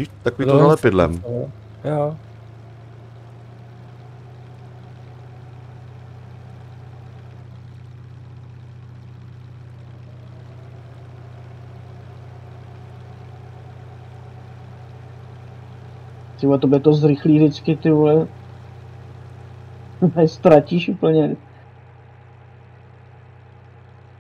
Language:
Czech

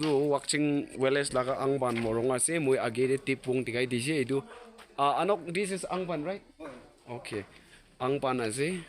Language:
Naga Pidgin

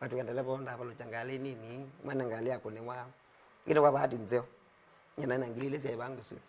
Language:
Kamba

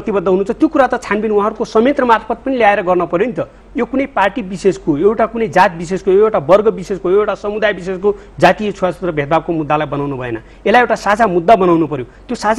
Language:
Nepali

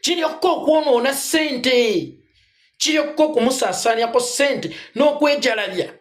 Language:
Ganda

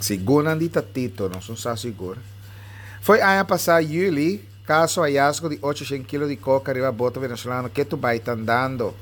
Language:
Papiamento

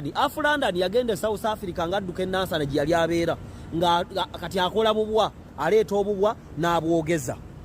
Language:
Ganda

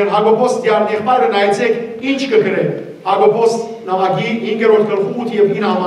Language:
Western Armenian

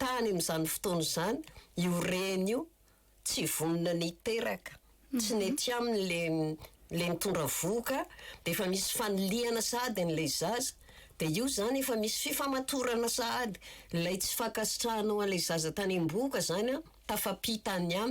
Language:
Malagasy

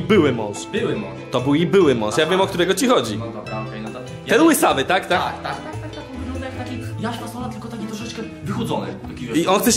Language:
Polish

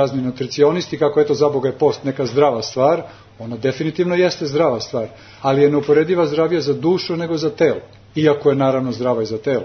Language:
Serbian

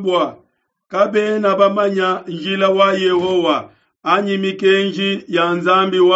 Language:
Luba-Lulua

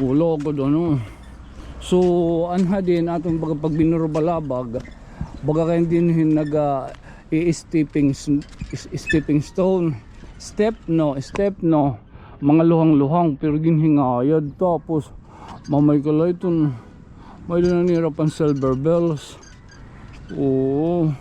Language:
Waray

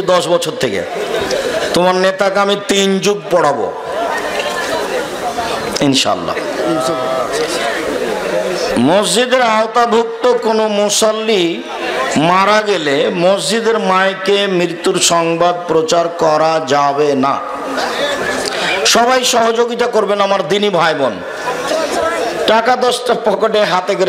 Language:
Bangla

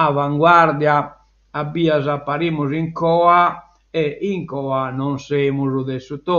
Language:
Sardinian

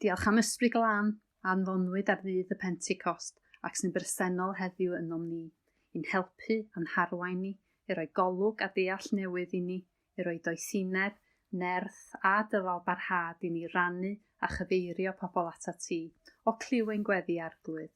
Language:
Welsh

